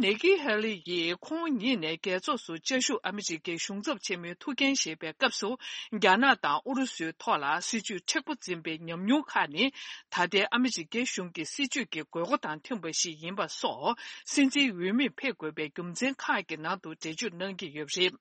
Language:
Tibetan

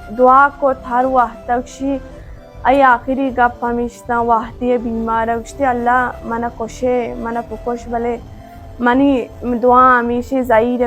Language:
Baluchi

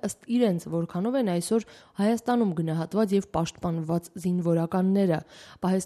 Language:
Armenian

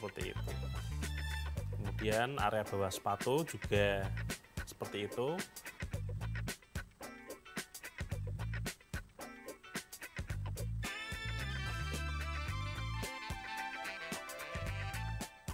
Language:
Indonesian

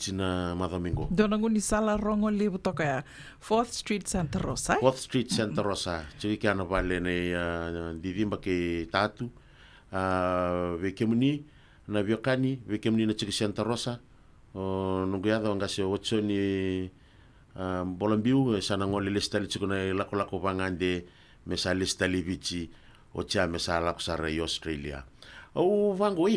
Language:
Fijian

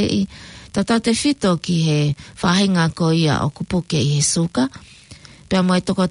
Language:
Tongan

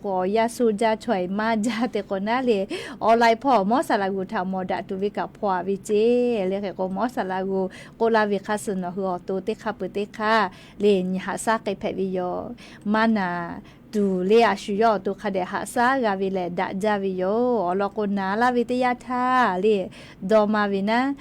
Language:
Lahu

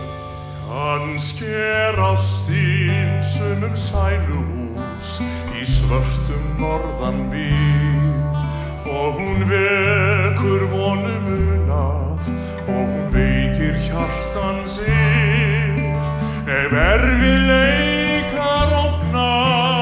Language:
Icelandic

